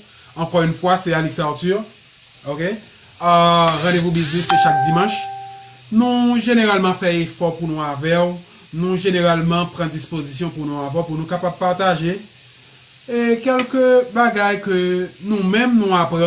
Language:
Haitian Creole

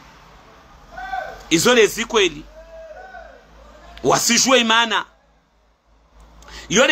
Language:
Swahili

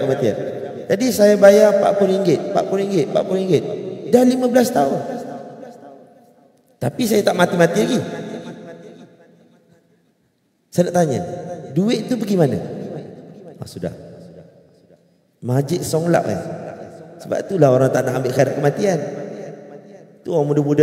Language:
Malay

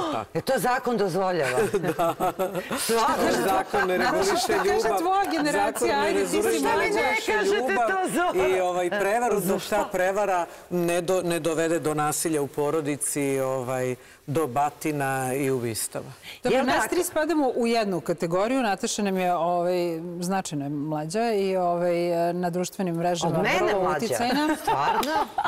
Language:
Serbian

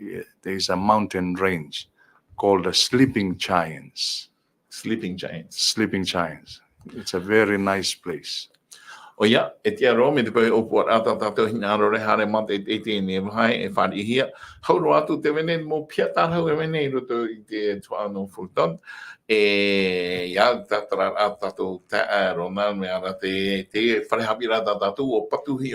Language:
Tahitian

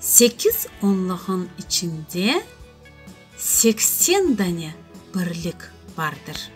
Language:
Crimean Tatar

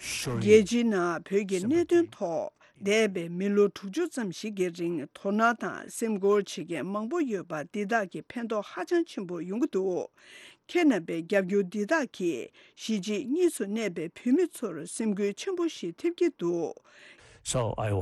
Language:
Tibetan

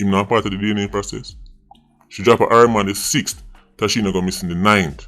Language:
Jamaican Creole English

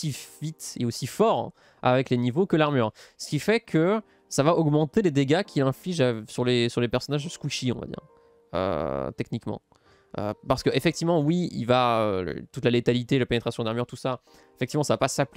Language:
French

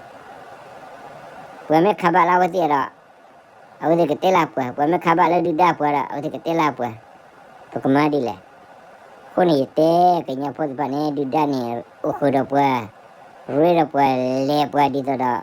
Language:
S'gaw Karen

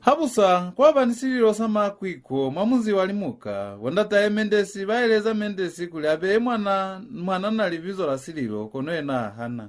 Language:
Lozi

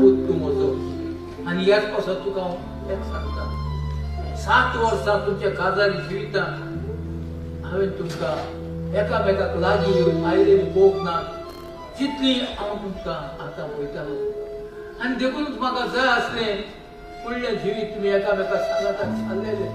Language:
Konkani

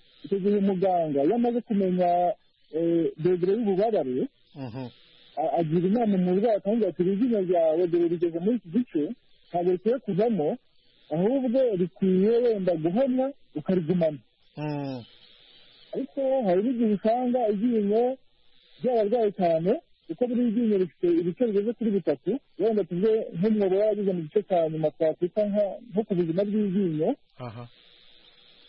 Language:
Kinyarwanda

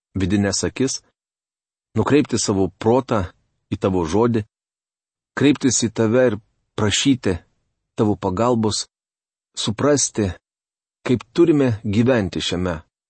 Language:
Lithuanian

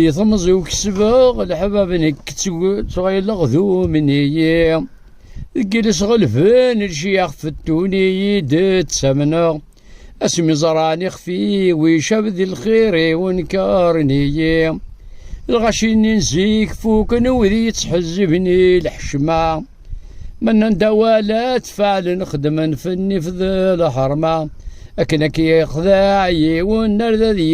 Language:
Kabyle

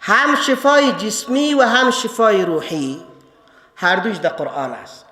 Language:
Persian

